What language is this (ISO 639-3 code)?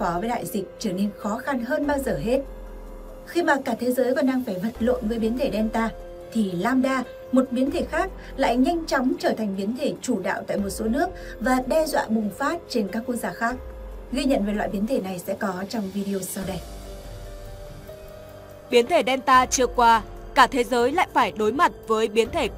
vie